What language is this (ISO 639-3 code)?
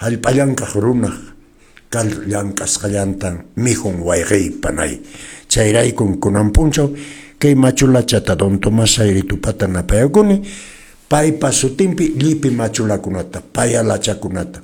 que